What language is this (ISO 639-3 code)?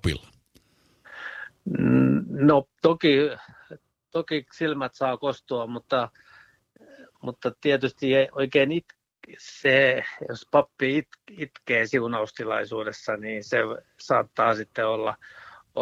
fin